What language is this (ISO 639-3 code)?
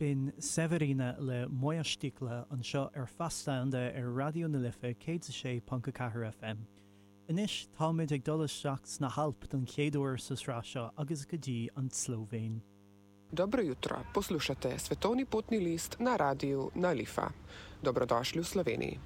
gle